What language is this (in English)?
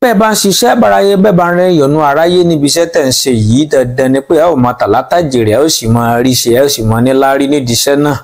Yoruba